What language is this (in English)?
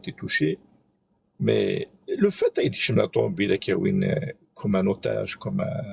Kabyle